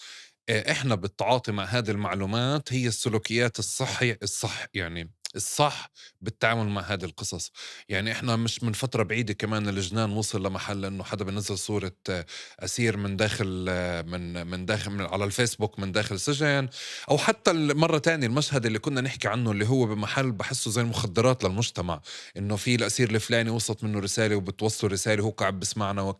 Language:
North Levantine Arabic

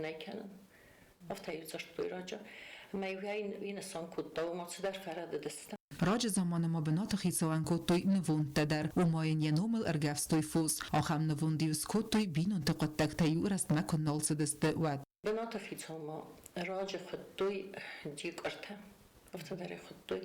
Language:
Ossetic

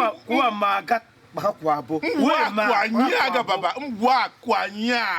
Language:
Tiv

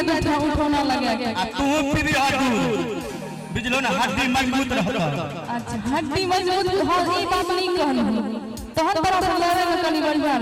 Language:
Maithili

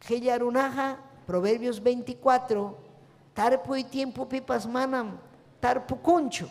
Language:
Ayacucho Quechua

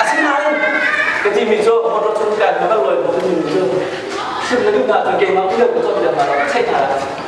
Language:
Hakha Chin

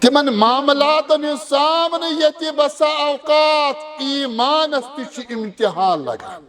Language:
Kashmiri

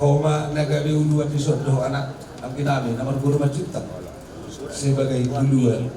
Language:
Batak Toba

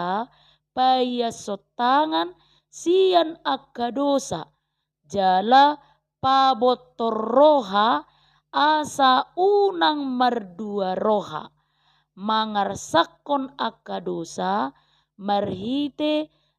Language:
Batak Toba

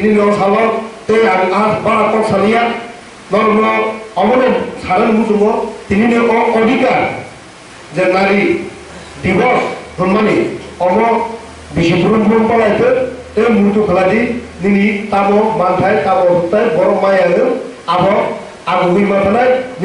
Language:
Kok Borok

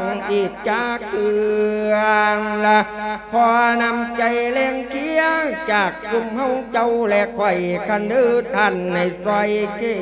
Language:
Lao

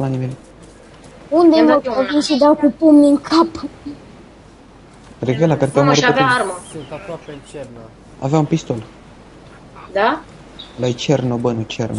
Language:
Romanian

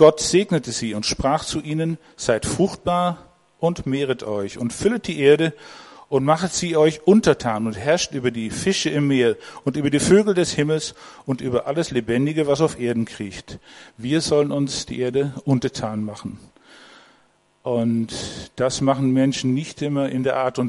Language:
German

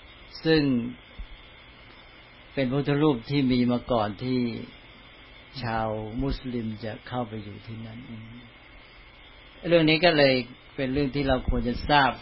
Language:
Thai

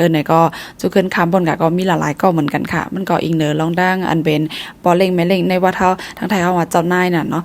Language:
Shan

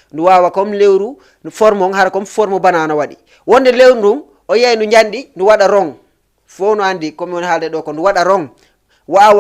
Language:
Fula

